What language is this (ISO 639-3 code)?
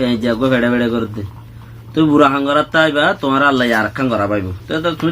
rhg